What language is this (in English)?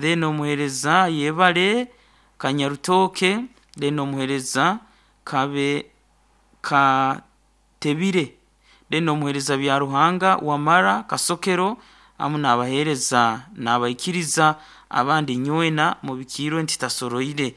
Nyankole